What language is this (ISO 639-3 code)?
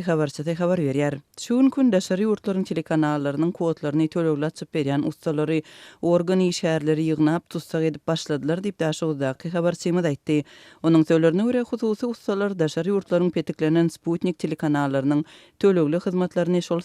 tuk